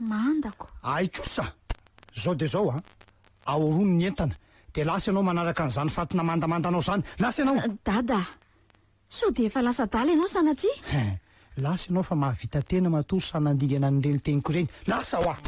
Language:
Malagasy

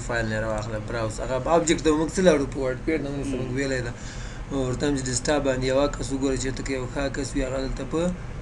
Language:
Pashto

